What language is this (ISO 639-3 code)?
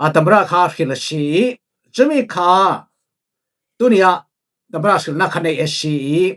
cfm